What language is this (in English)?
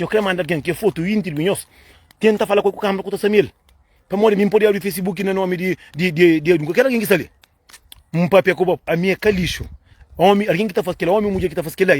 Kabuverdianu